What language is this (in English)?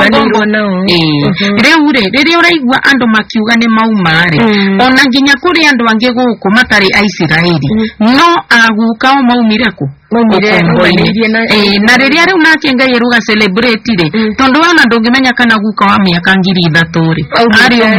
Kikuyu